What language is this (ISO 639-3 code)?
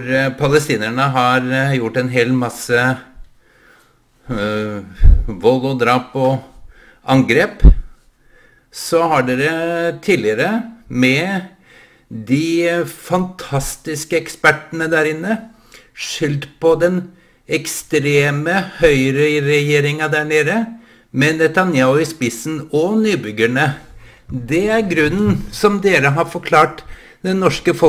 nor